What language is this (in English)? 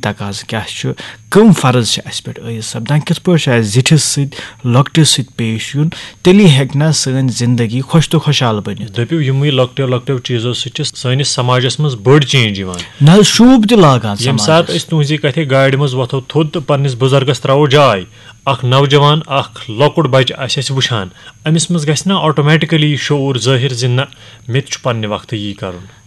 Kashmiri